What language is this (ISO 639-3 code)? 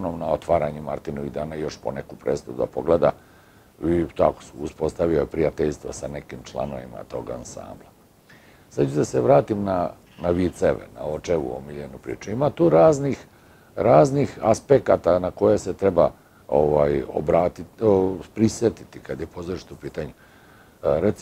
srp